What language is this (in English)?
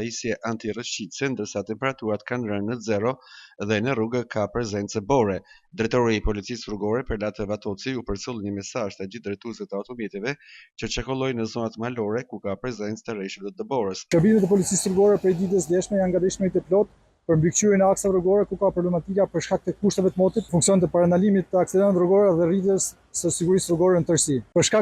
Albanian